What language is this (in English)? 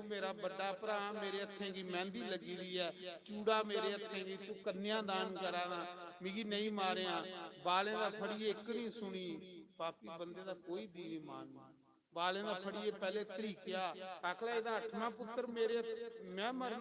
Dogri